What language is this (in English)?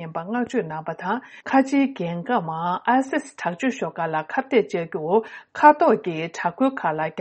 Tibetan